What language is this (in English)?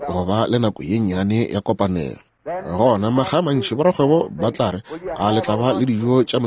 Northern Sotho